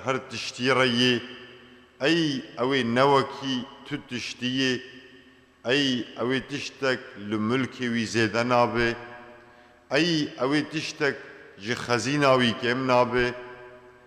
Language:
Kurdish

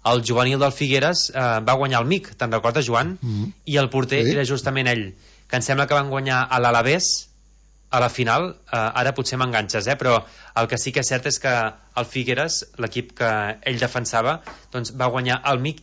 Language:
Catalan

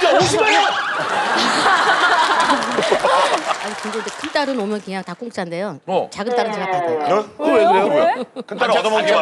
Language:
Korean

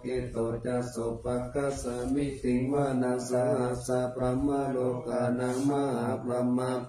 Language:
Pali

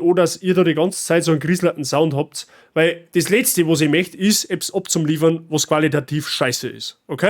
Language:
Bavarian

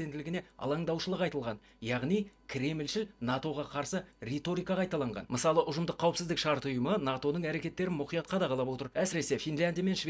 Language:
Kazakh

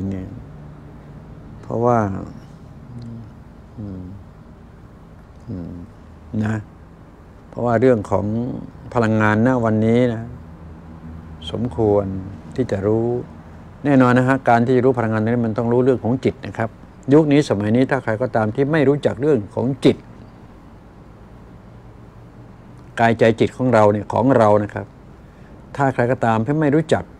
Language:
Thai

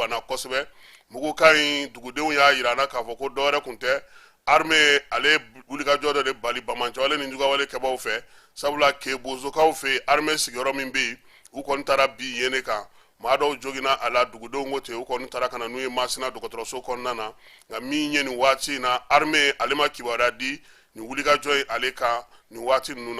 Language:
Bambara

